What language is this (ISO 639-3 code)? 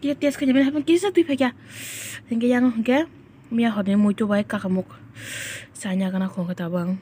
trp